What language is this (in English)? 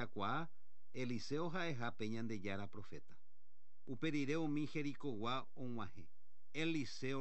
Guarani